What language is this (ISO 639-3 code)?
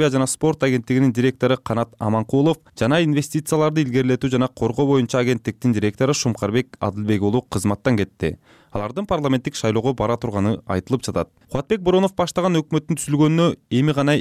kir